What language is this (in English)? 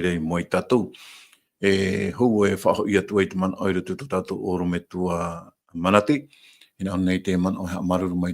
Tahitian